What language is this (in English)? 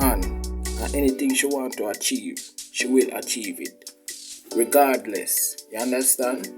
Jamaican Creole English